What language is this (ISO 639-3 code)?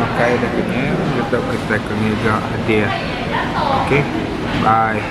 iba